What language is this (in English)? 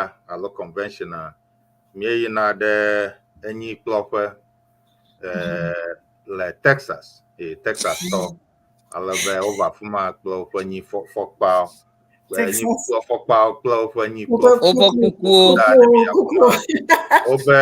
Ewe